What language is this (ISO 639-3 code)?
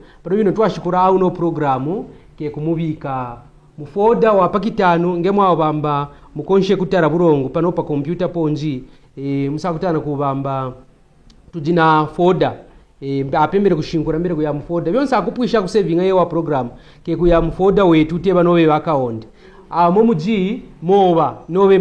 kqn